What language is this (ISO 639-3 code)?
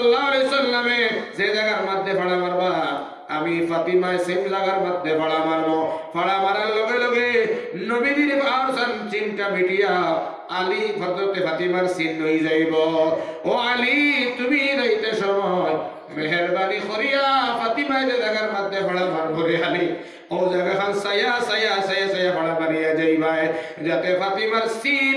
syl